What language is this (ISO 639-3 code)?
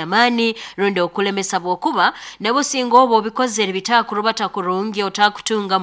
nyo